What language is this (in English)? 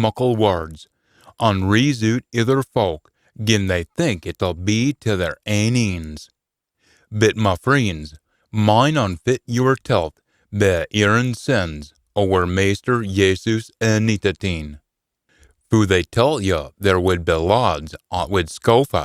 Scots